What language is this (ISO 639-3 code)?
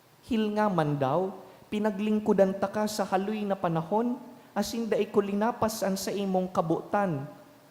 bik